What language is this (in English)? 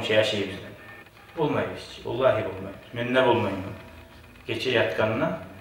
Kumyk